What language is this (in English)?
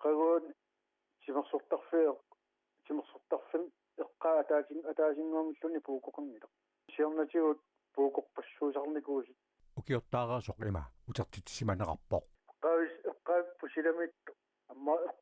Kalaallisut